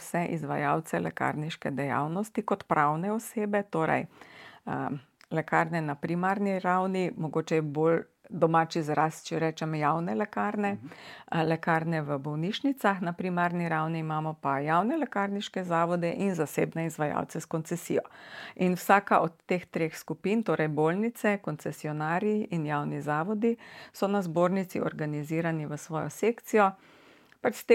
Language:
Slovenian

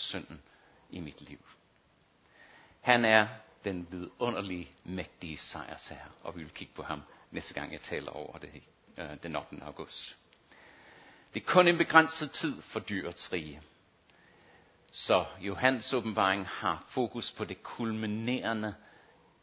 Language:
Danish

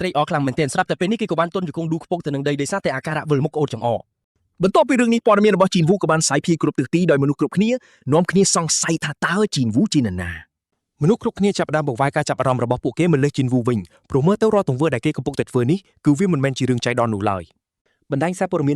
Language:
Khmer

